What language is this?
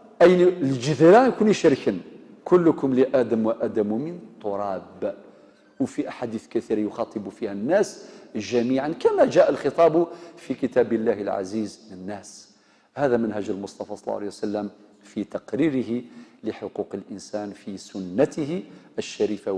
Kabyle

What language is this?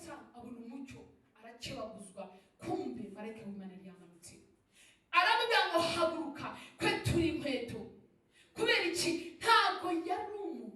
Kinyarwanda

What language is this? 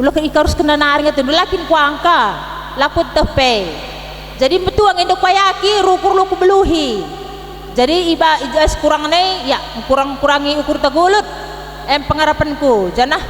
Batak Karo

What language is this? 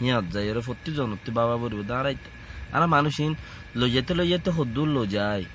Rohingya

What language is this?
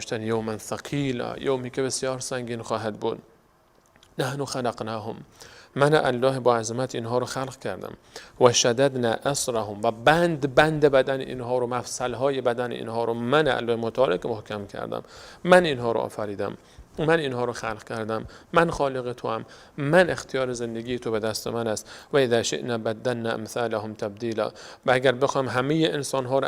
Persian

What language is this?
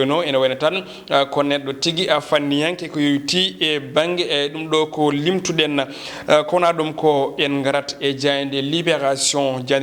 Fula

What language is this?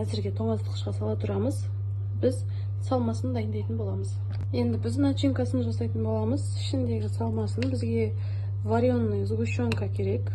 Kazakh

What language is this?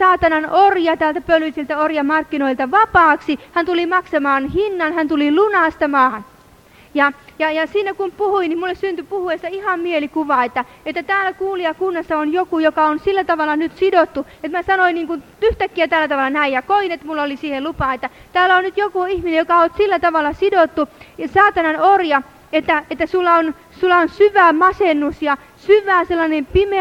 Finnish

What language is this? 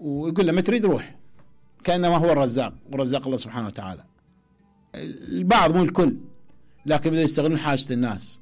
Mesopotamian Arabic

